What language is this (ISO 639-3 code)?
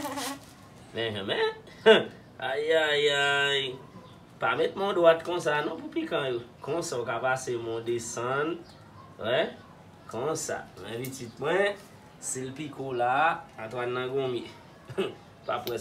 hat